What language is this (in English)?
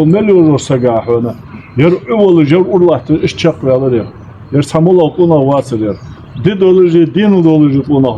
Ingush